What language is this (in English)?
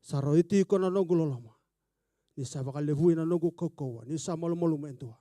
Fijian